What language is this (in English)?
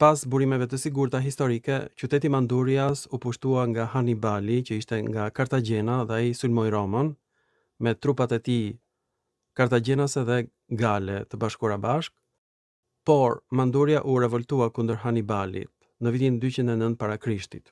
Albanian